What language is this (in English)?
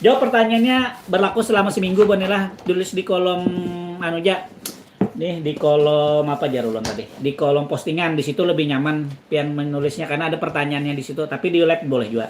Banjar